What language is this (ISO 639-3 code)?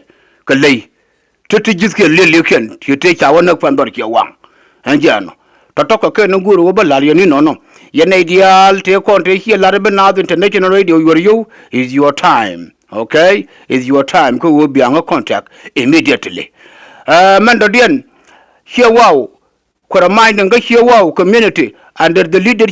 nus